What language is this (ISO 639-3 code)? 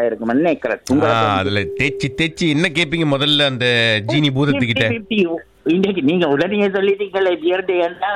tam